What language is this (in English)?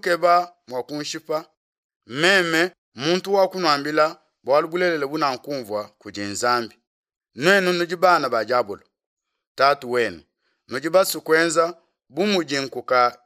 Luba-Lulua